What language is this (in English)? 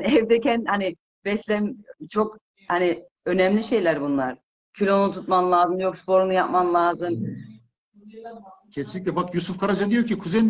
Turkish